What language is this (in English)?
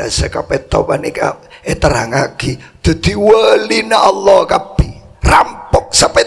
Madurese